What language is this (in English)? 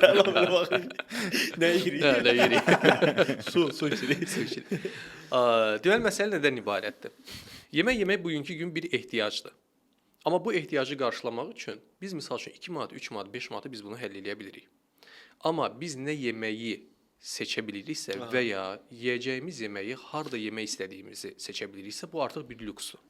Azerbaijani